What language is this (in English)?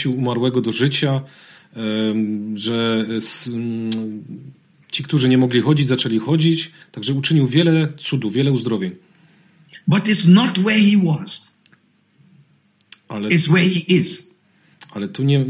Polish